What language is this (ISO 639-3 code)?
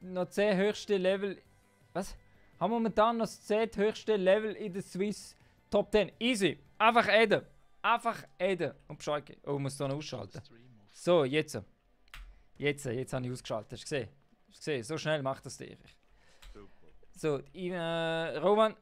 gsw